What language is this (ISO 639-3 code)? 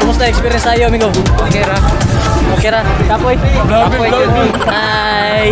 ceb